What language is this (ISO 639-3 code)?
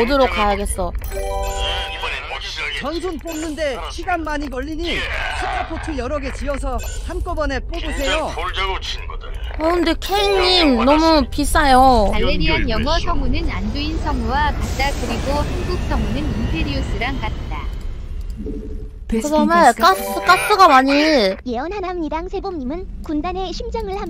kor